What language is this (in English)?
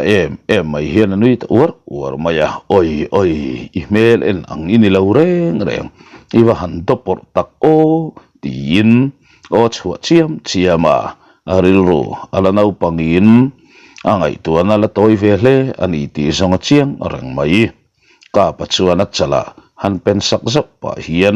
Mizo